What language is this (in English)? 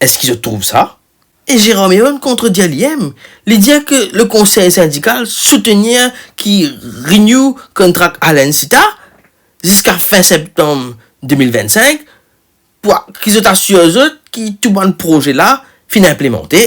Morisyen